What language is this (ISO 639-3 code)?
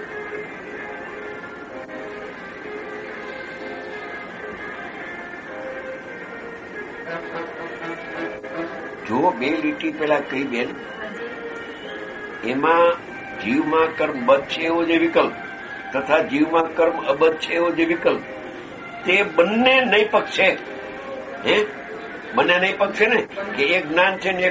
guj